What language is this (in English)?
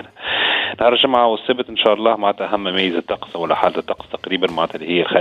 Tunisian Arabic